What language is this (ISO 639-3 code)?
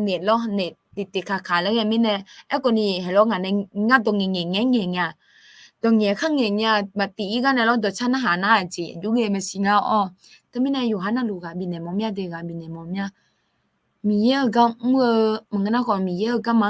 ahk